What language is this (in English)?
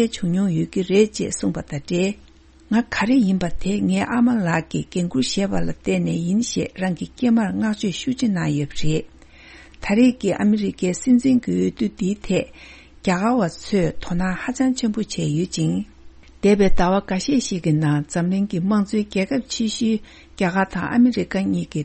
Tibetan